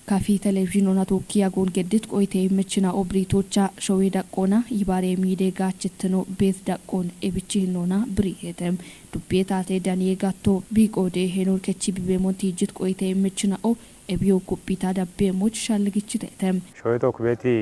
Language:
Kafa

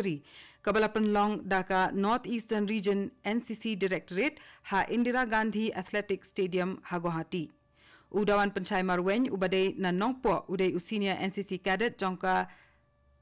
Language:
Khasi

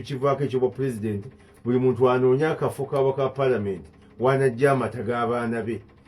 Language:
Ganda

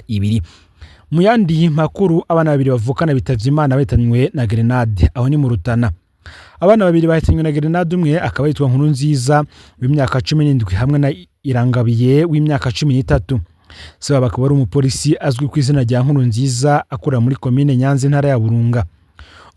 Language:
Rundi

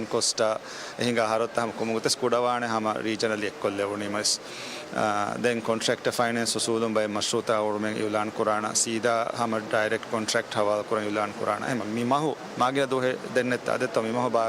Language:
Divehi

